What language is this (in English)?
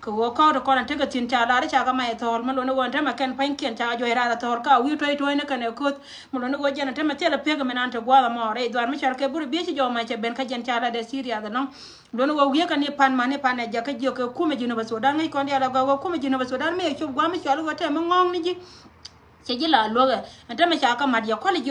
Nuer